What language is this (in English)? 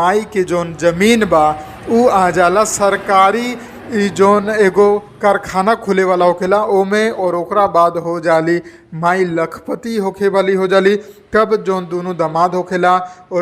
Bhojpuri